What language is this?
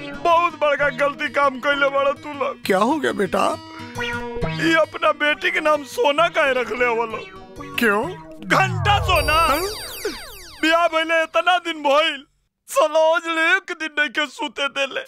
Bhojpuri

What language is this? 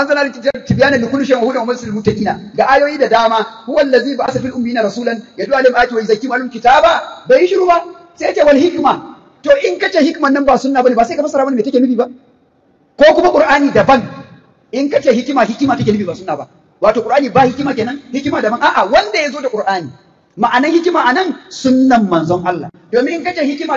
Hausa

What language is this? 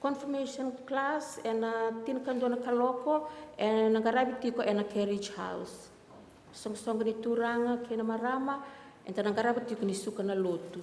Fijian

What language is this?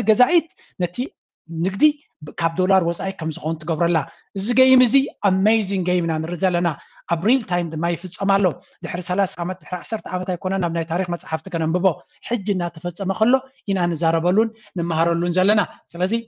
Tigrinya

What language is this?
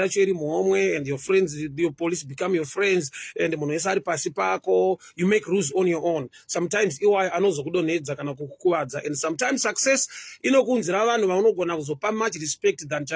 Shona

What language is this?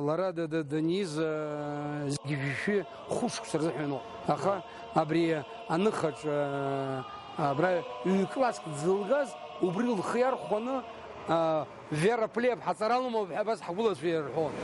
Abkhazian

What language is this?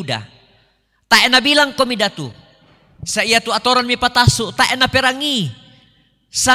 Toraja-Sa'dan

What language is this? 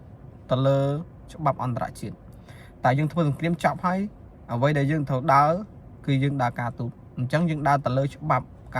Khmer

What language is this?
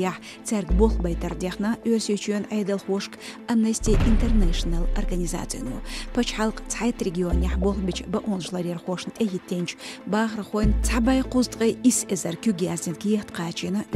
Chechen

